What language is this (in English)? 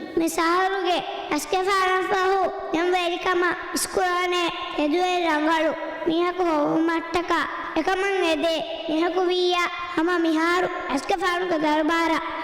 Divehi